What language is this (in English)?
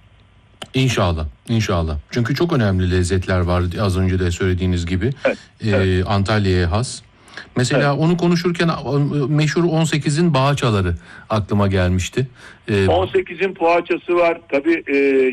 Turkish